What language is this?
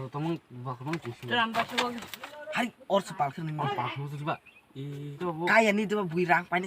Kok Borok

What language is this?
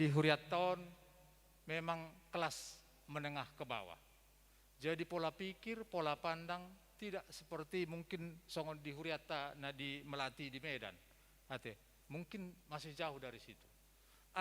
Batak Toba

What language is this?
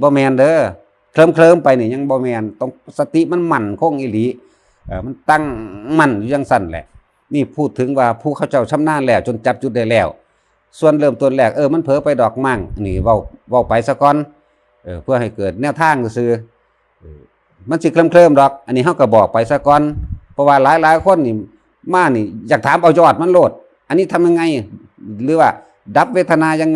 Lao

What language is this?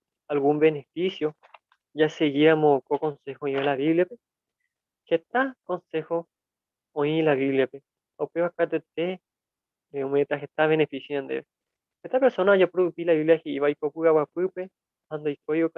Guarani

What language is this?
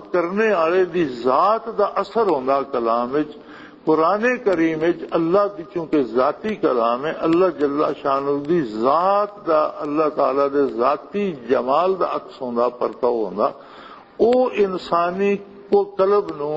Western Panjabi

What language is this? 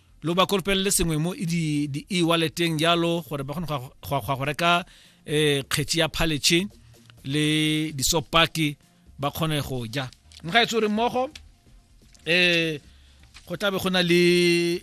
Tswana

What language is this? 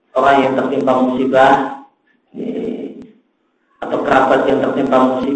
Indonesian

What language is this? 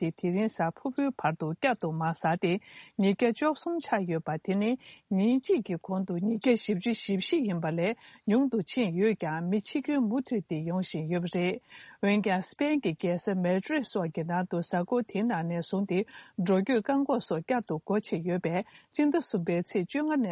Tibetan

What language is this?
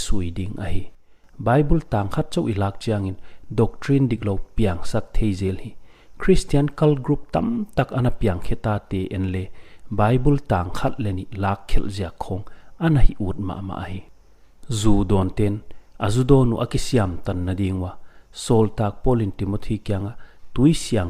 Paite Chin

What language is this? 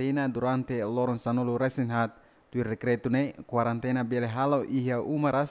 Tetum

